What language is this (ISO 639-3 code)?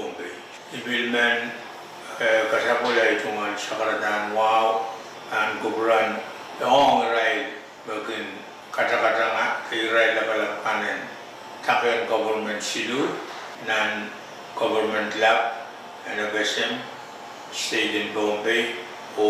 pon